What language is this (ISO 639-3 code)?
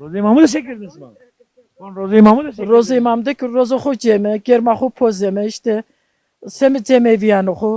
zza